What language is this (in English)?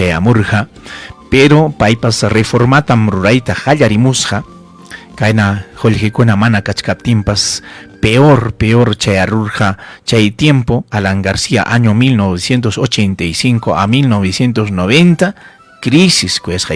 Ayacucho Quechua